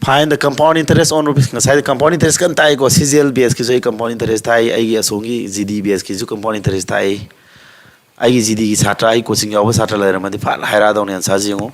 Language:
Manipuri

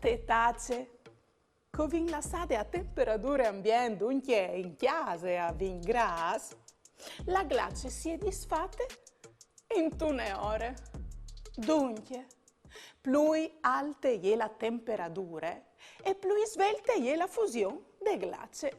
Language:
Friulian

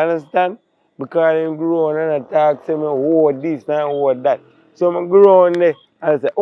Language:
Jamaican Creole English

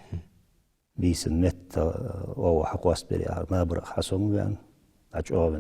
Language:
Ingush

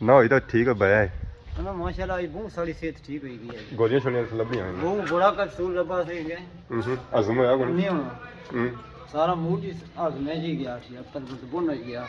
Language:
Pahari-Potwari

